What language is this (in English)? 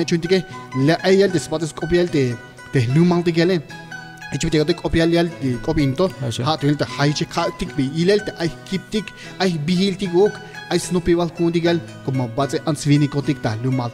Tzeltal